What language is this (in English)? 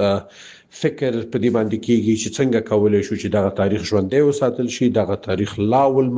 Pashto